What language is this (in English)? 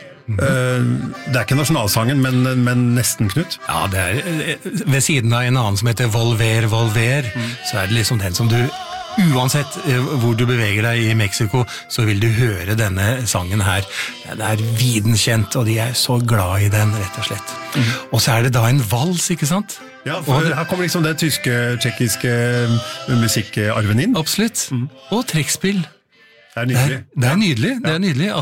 Norwegian